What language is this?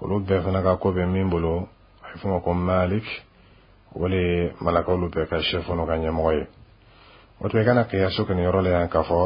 Dyula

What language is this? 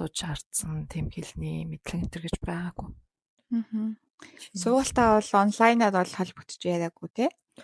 Mongolian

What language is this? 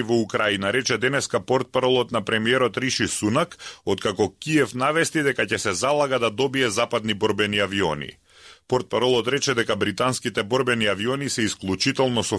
Macedonian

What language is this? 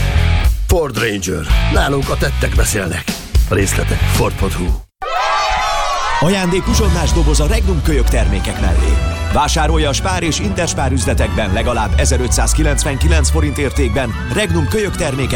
Hungarian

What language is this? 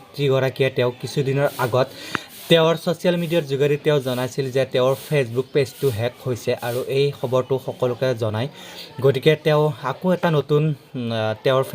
Assamese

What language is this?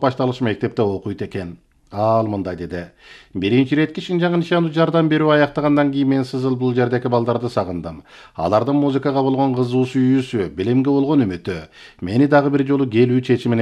Kyrgyz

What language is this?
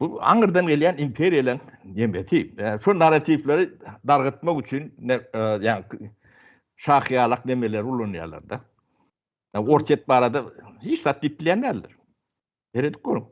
Turkmen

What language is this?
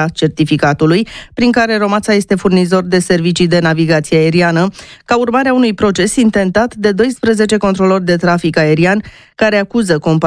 Romanian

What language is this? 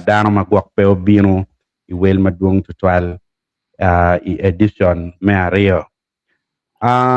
Acoli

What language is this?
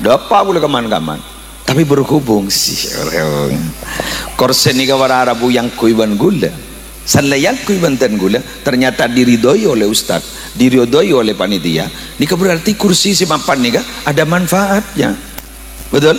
Madurese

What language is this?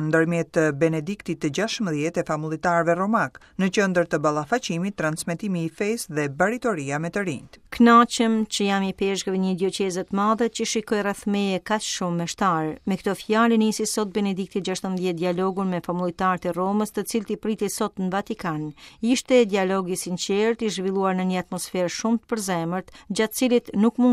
Albanian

